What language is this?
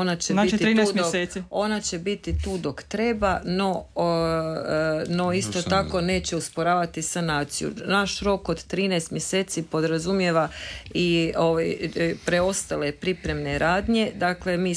Croatian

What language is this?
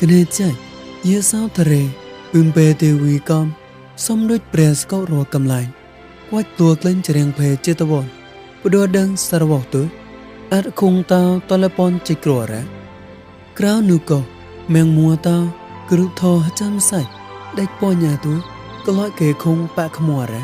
Mon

